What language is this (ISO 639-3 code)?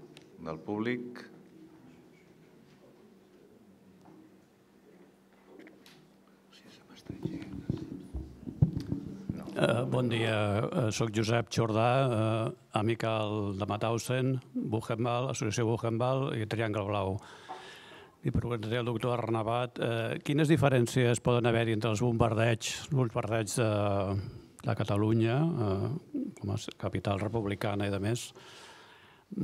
cat